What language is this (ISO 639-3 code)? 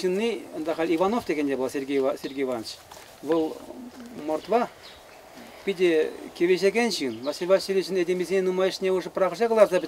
chv